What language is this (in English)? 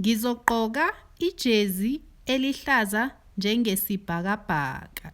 Zulu